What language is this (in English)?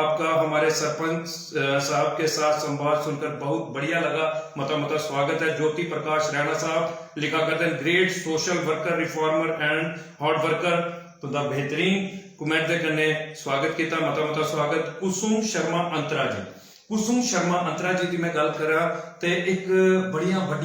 Dogri